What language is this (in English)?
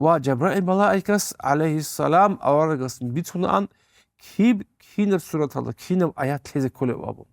Avaric